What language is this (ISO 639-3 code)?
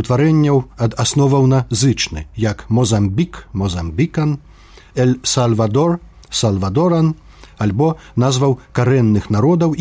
bel